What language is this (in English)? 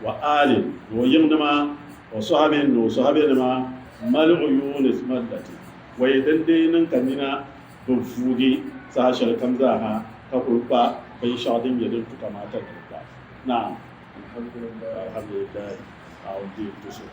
Dagbani